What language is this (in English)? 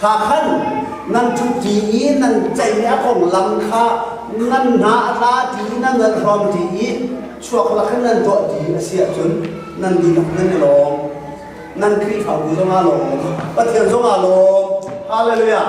Hakha Chin